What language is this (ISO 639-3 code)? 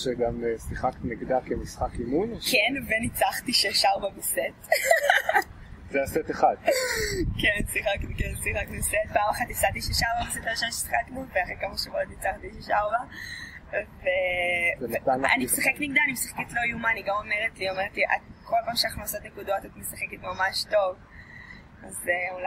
heb